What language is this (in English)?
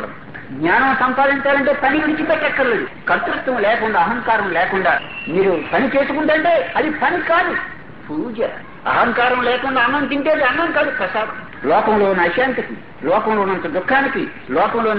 Telugu